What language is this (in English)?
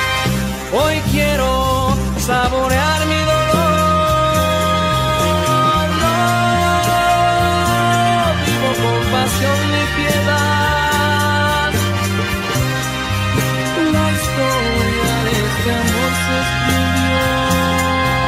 Spanish